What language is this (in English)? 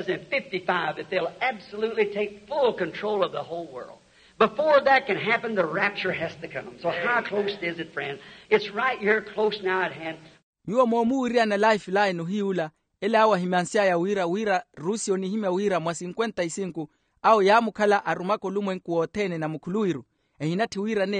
Makhuwa